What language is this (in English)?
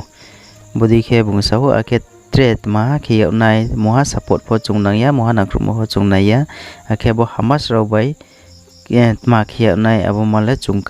Riang (India)